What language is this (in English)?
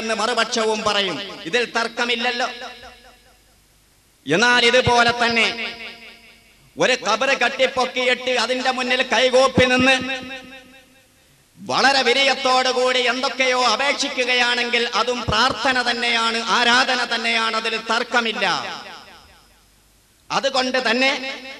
Malayalam